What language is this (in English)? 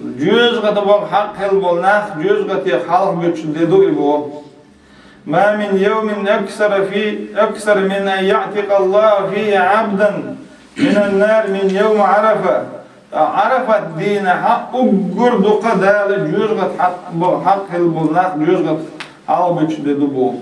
Chechen